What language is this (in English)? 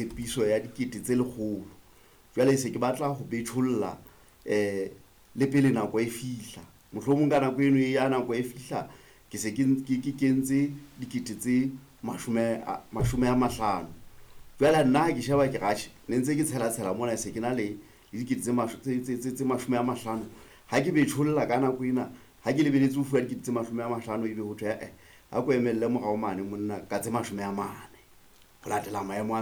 Southern Sotho